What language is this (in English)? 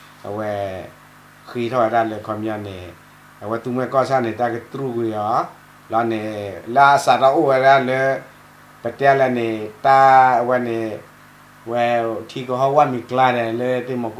S'gaw Karen